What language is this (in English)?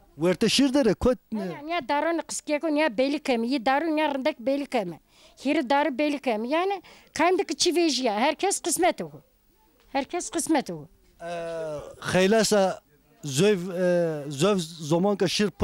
Zaza